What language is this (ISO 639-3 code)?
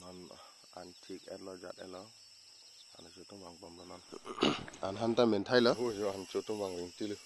mjw